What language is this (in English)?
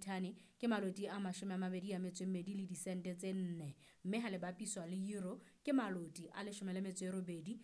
Southern Sotho